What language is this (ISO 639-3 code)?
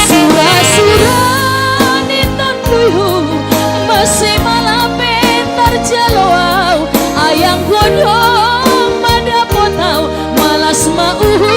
bts